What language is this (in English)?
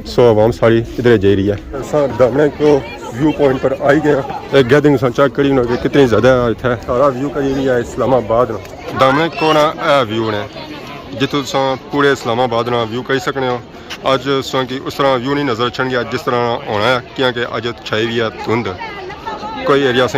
Pahari-Potwari